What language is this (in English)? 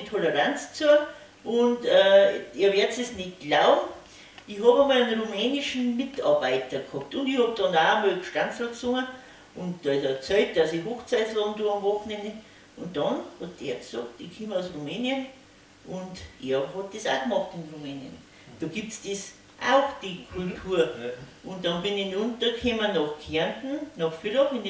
Bavarian